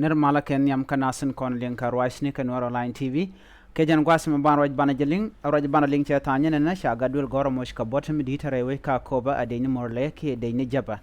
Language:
Nuer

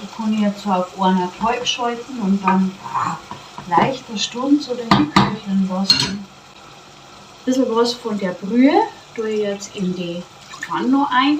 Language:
Bavarian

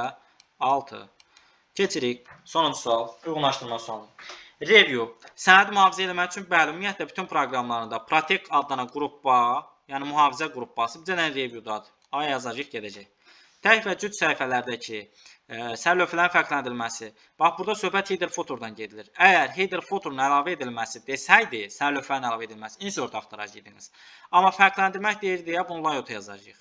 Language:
Azerbaijani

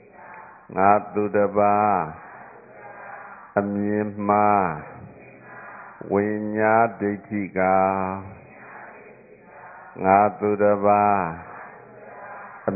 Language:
Burmese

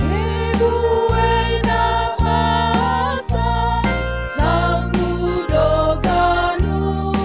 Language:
Batak Simalungun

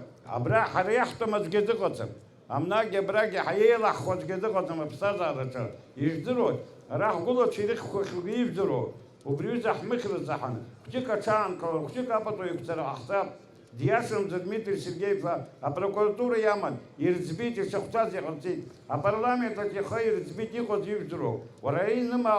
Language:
Abkhazian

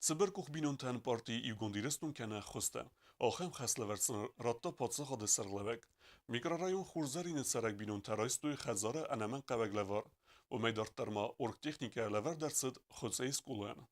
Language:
Ossetic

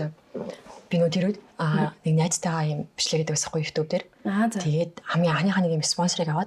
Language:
Mongolian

